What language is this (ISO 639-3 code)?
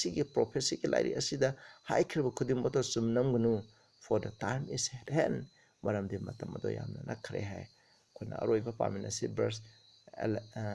mni